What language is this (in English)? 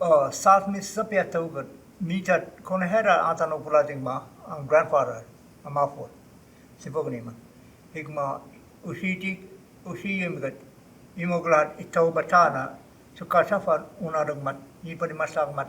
Choctaw